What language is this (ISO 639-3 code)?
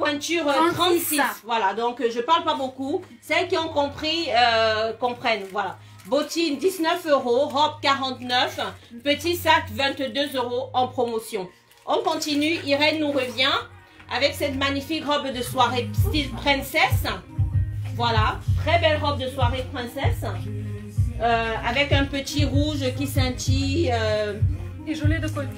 fra